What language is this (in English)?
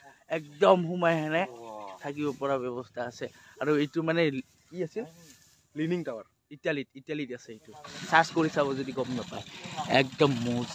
Assamese